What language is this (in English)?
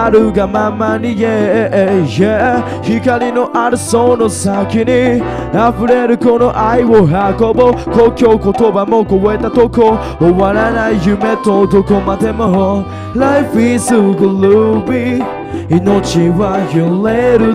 Japanese